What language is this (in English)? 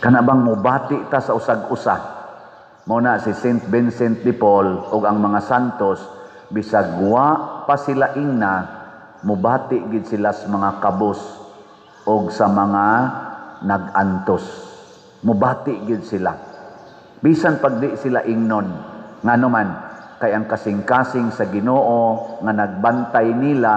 Cebuano